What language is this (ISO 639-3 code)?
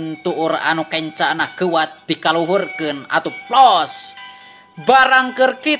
sun